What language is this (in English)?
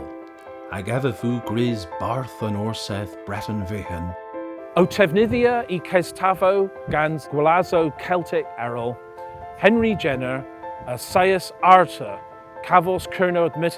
Cornish